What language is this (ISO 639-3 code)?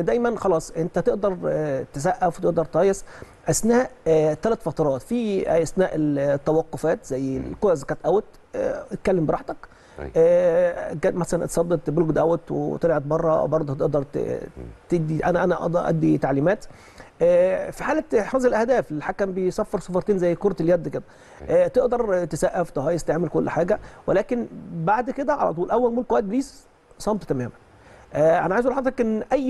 arz